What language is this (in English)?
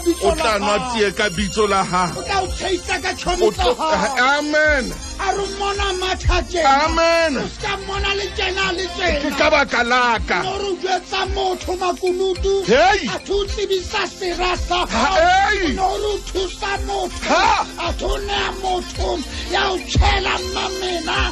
Southern Sotho